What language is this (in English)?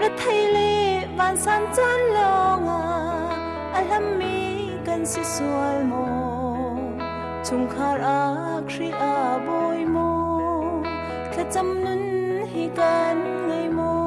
Hakha Chin